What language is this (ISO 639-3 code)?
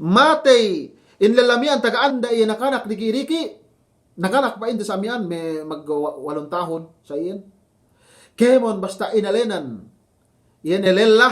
yka